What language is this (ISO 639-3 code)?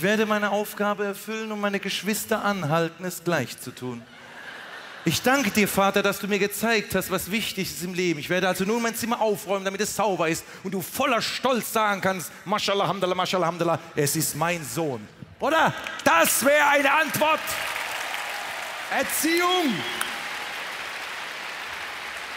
deu